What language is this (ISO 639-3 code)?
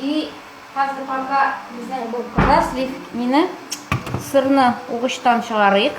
tat